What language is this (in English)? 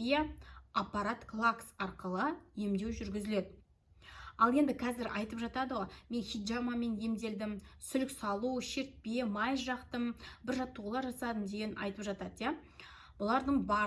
Kazakh